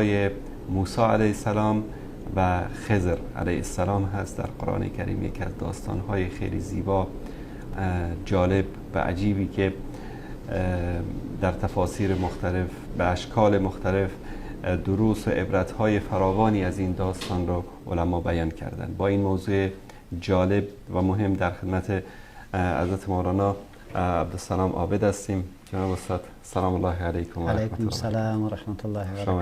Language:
Persian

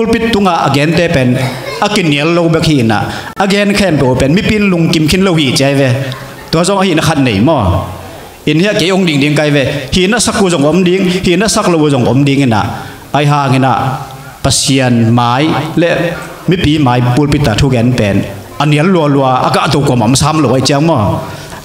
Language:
Tedim Chin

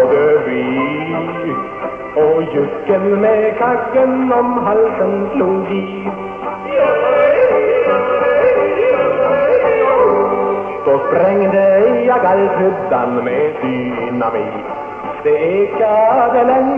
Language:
Swedish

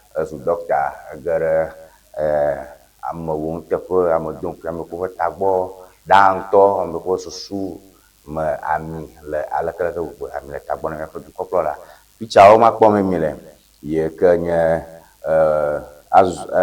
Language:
Ewe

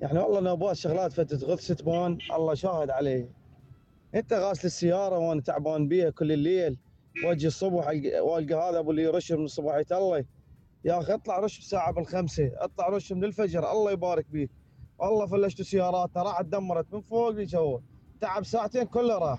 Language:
Mesopotamian Arabic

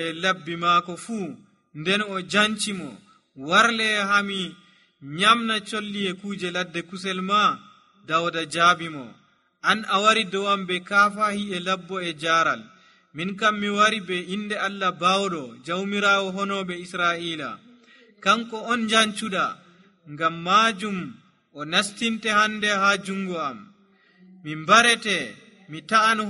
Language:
Nigerian Fulfulde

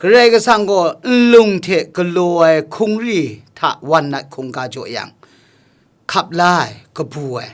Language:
Kachin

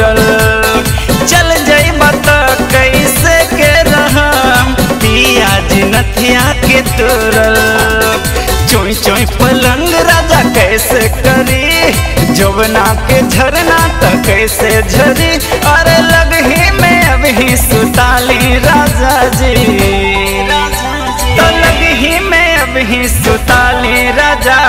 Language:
Bhojpuri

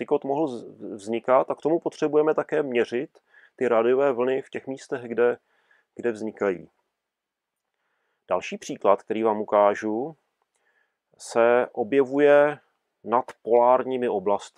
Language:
Czech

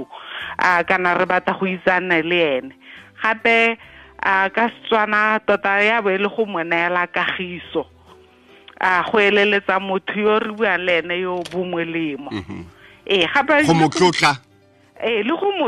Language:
Tswana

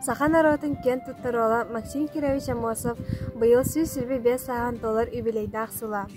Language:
Yakut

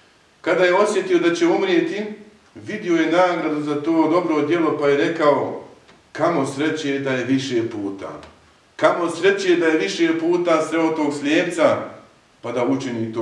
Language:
Bosnian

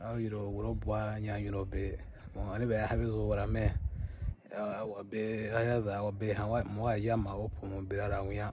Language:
Bomu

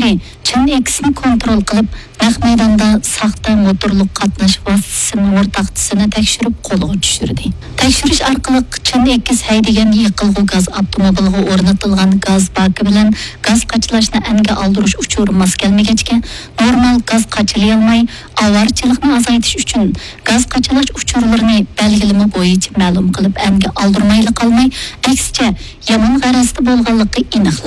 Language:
Uyghur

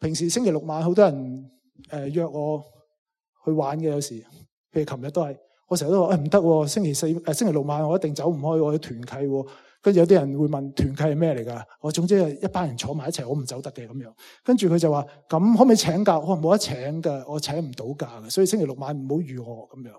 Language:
Cantonese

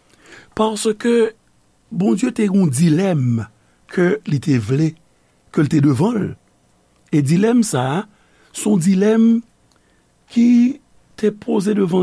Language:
Haitian Creole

